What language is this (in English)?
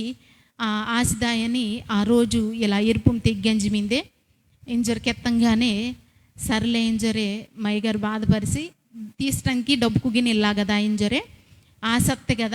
Koya